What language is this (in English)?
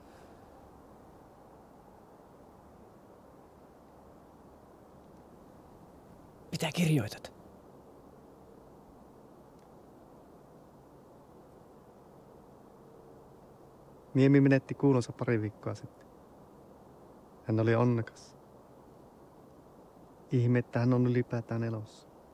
Finnish